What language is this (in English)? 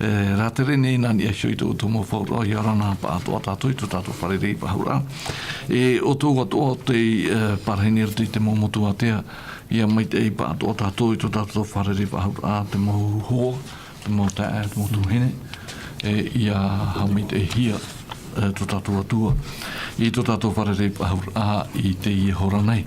Tahitian